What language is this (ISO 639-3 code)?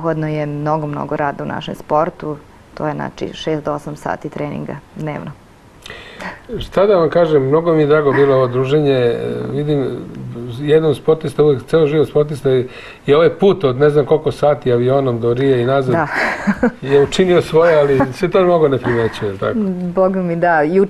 srp